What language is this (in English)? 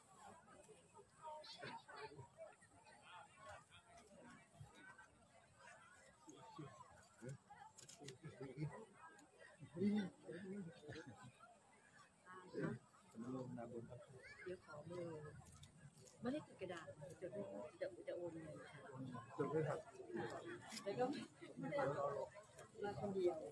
Thai